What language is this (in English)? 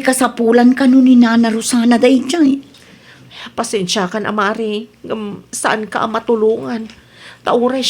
Iloko